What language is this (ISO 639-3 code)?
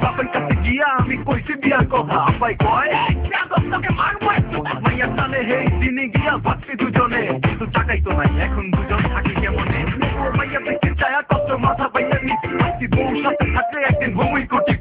ben